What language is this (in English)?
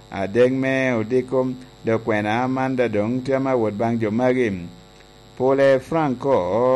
Lango (Uganda)